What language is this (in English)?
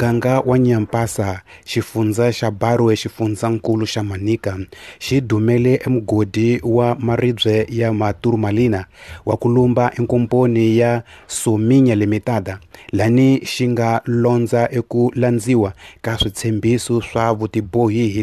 Tsonga